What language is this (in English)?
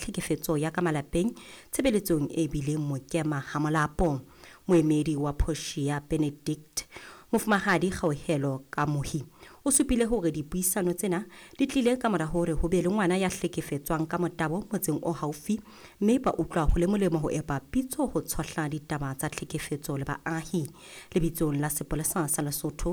Southern Sotho